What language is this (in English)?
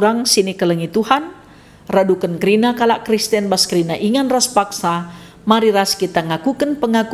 Batak Karo